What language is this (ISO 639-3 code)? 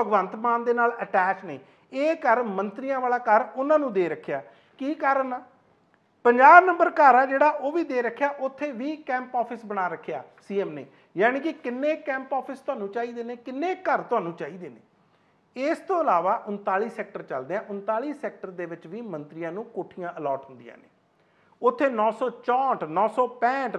pan